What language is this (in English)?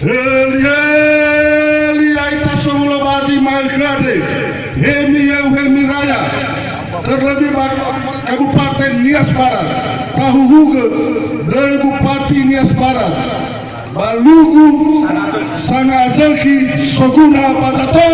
Nias